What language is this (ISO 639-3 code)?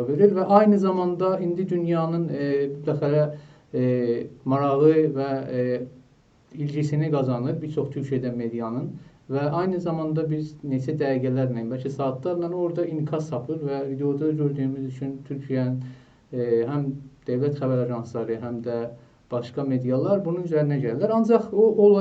azb